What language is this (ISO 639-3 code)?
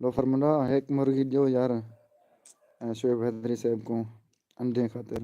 skr